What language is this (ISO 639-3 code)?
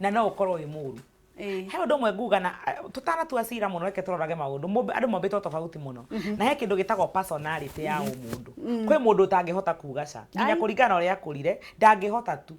kik